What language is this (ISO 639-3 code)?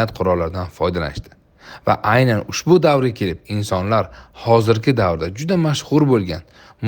uzb